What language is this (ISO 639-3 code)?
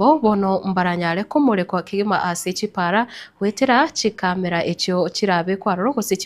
guz